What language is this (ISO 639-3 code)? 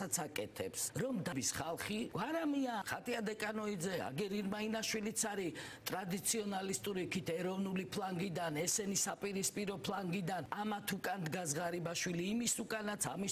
kat